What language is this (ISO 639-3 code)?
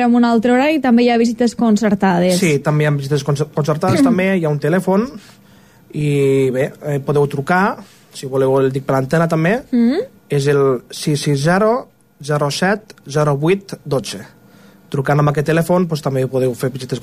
cat